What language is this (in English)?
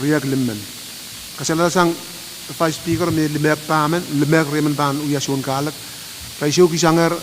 Pohnpeian